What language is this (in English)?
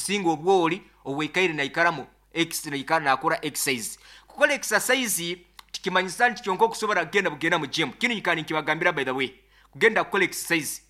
Nyankole